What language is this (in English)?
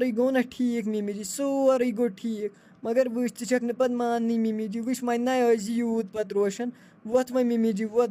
Kashmiri